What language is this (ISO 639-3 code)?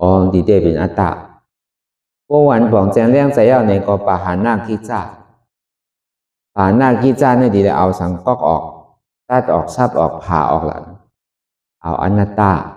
shn